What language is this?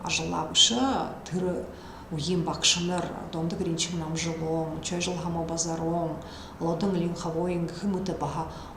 Buriat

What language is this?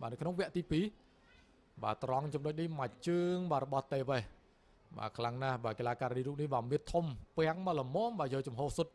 Khmer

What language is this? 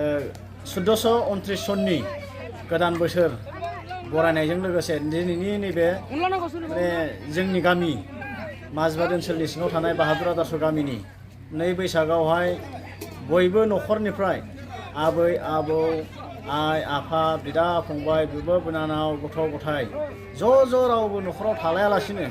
Bodo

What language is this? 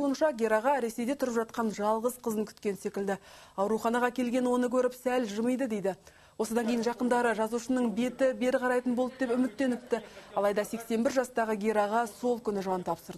Kazakh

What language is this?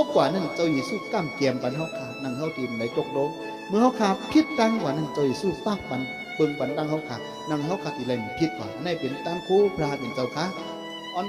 Shan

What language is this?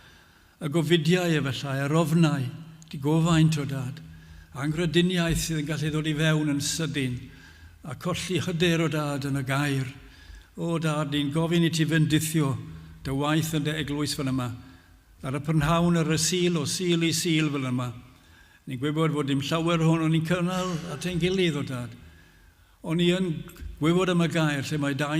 Welsh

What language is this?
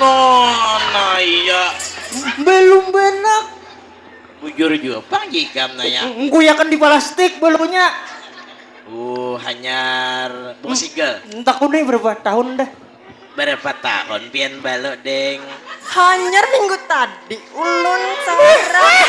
Banjar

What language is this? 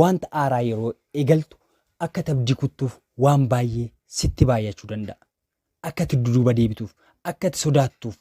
Oromo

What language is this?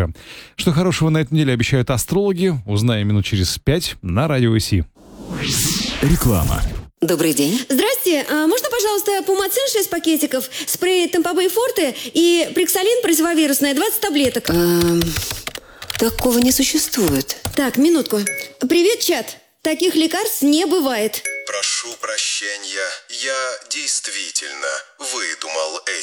Russian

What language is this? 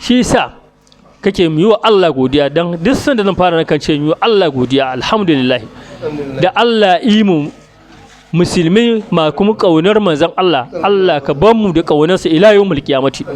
Hausa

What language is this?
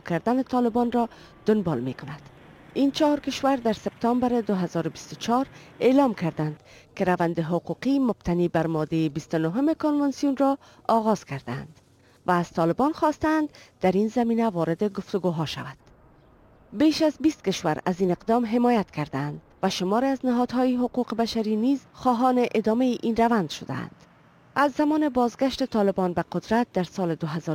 Persian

